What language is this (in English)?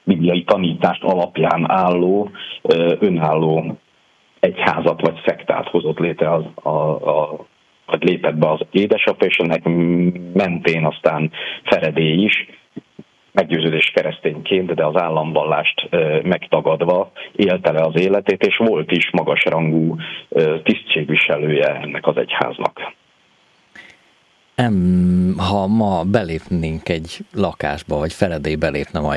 Hungarian